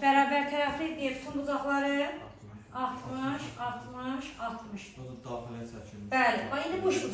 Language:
Azerbaijani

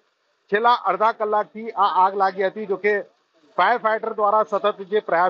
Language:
Gujarati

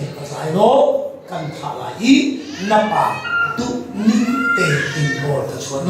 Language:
Hakha Chin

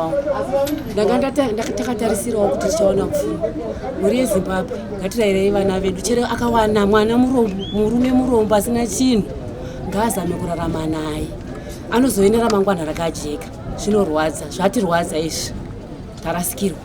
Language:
Shona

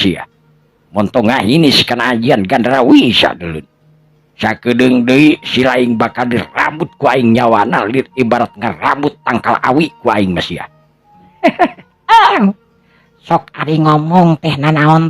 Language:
Sundanese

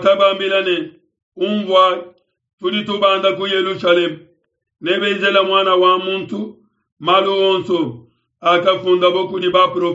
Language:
Luba-Lulua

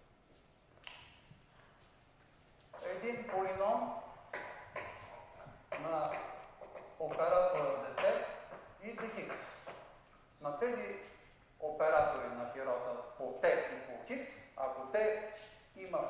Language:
Bulgarian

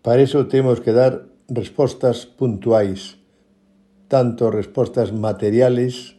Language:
Galician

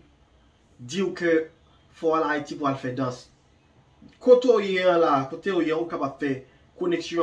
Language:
Haitian Creole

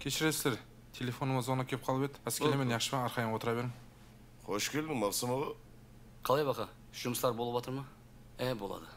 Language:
Kara-Kalpak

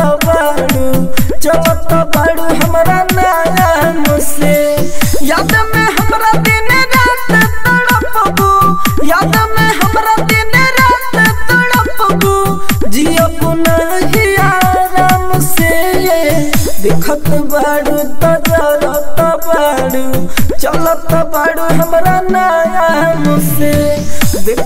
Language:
Bhojpuri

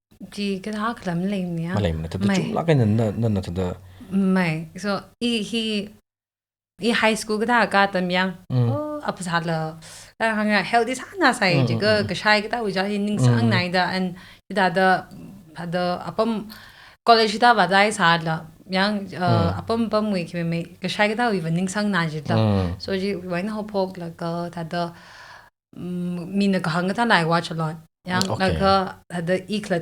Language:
Tangkhul Naga (India)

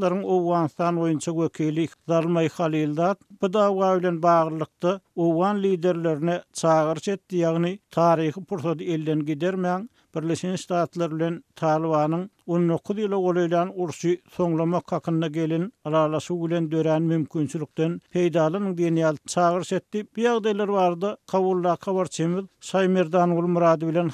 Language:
Turkmen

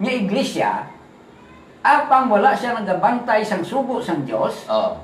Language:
Hiligaynon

